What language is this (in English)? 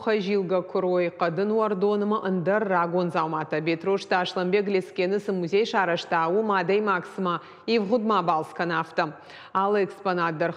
Ossetic